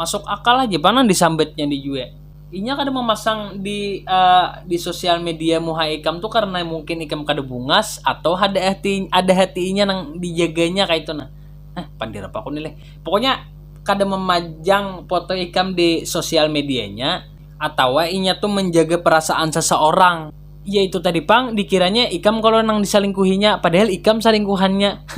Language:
Banjar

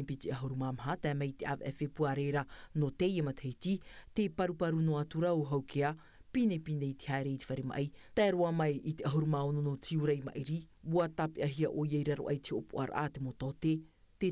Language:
Tahitian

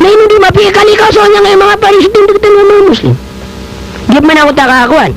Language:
Maranao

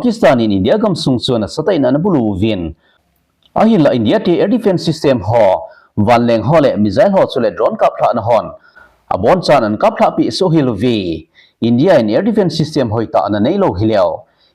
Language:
Thado Chin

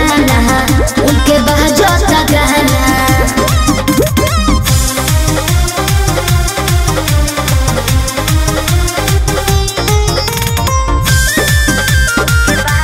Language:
Bhojpuri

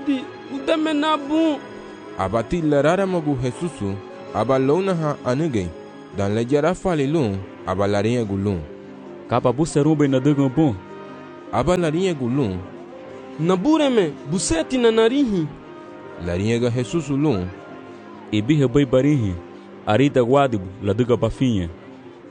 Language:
Garifuna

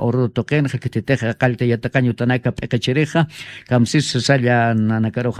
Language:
Aymara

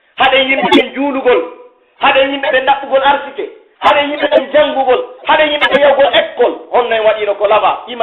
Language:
Pular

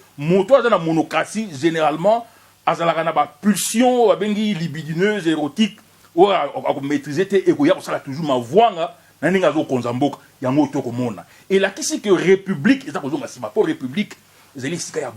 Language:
Lingala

